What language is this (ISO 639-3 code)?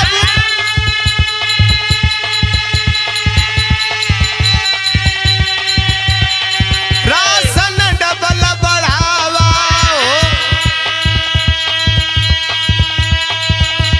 bho